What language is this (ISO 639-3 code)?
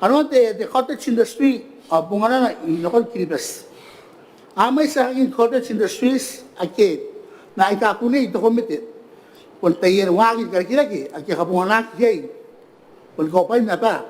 gil